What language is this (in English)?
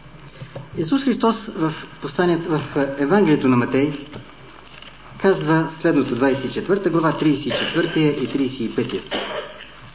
Bulgarian